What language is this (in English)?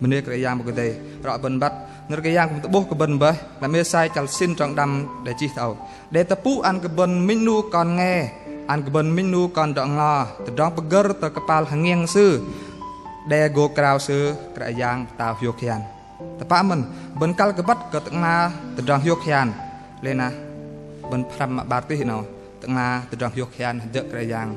Bahnar